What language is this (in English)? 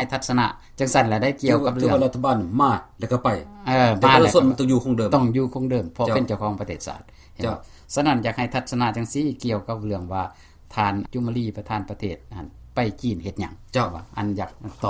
Lao